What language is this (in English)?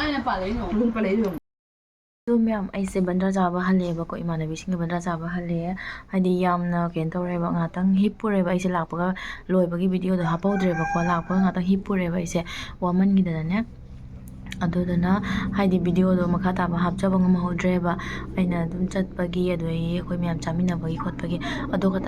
Manipuri